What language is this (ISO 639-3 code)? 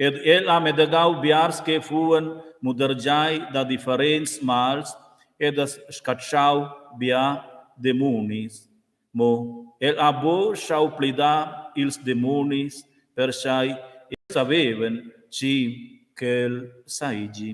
roh